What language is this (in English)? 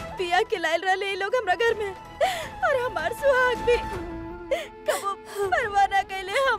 Bhojpuri